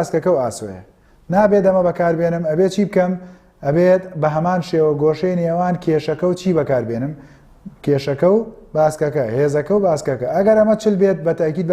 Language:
Central Kurdish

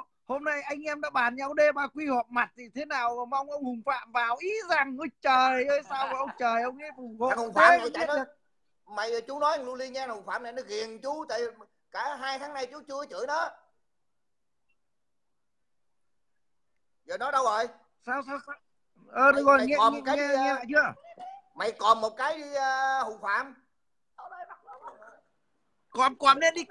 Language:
Vietnamese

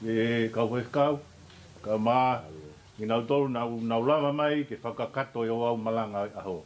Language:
Tongan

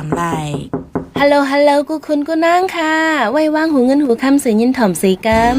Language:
Shan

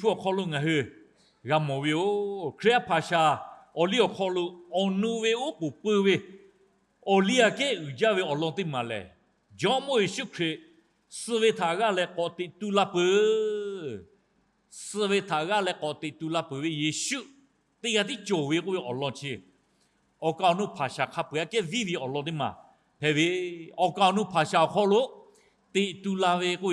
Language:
Lahu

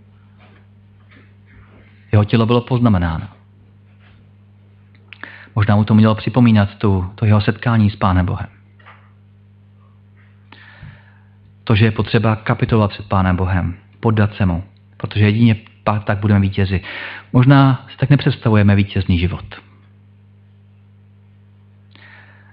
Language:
Czech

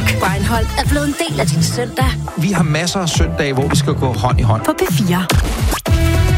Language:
Danish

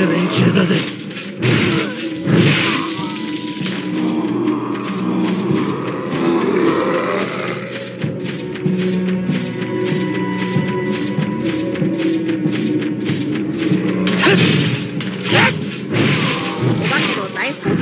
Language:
Japanese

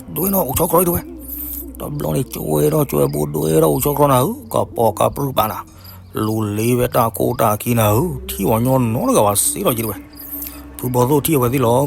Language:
S'gaw Karen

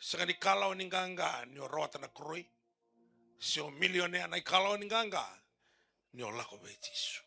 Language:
Fijian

